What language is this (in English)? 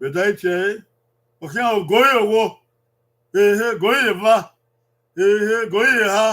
Bini